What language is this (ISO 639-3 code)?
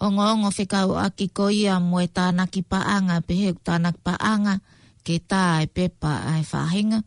ton